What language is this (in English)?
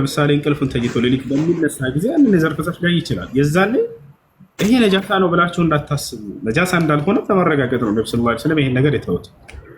Amharic